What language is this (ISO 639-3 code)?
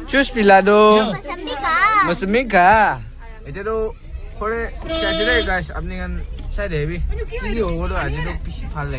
nag